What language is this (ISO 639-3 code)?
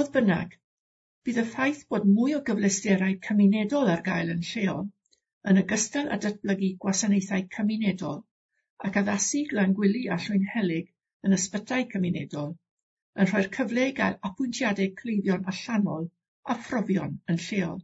cym